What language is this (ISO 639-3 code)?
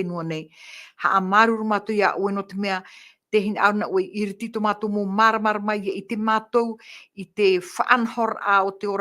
tah